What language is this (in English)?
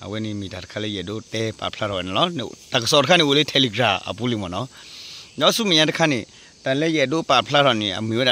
S'gaw Karen